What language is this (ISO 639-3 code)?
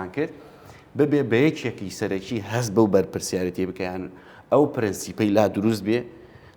ckb